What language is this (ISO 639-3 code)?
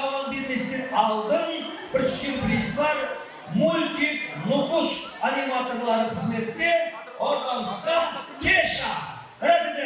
kaa